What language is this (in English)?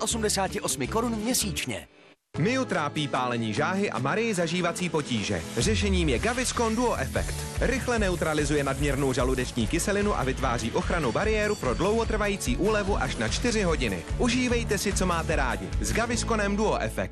Czech